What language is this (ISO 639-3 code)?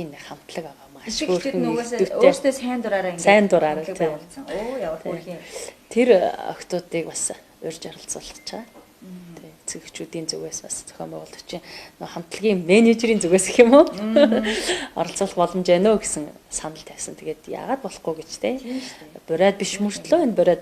mon